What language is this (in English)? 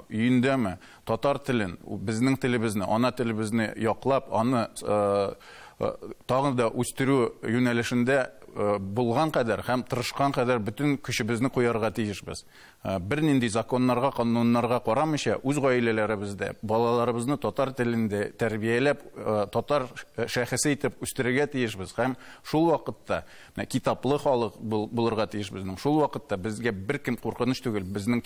Tatar